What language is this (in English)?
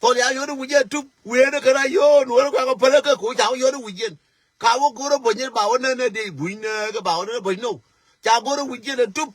Nuer